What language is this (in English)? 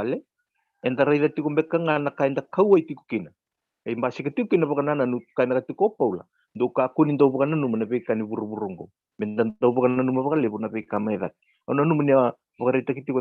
Fijian